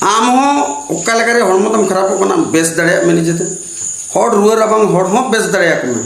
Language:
Santali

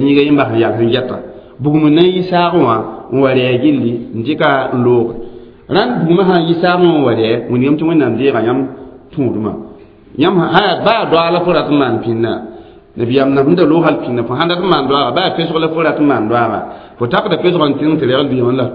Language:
Mossi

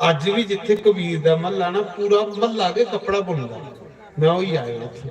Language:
Dogri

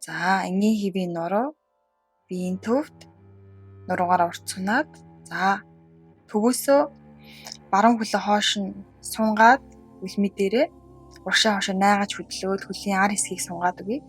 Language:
Mongolian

